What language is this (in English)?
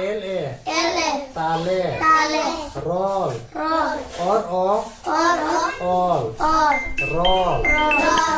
Santali